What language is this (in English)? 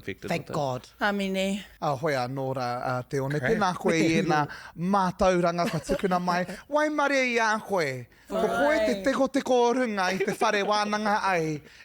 Māori